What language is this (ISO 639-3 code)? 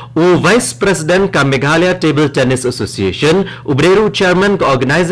kha